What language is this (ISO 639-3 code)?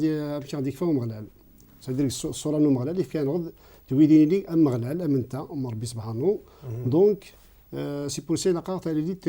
kab